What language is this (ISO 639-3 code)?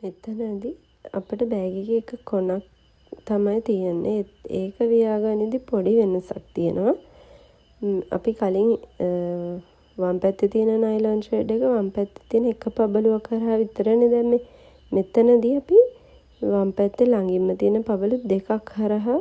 sin